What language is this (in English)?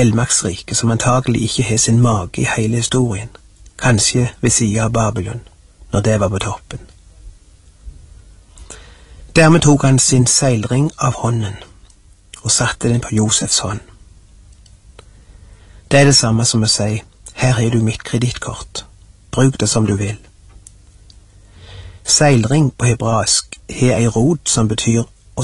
Norwegian